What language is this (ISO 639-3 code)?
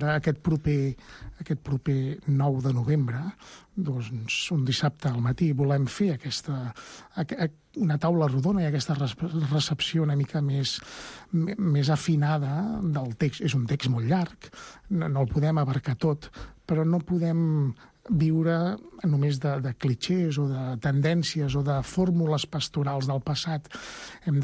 cat